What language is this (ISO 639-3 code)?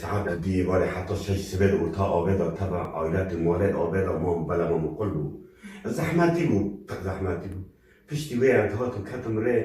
kur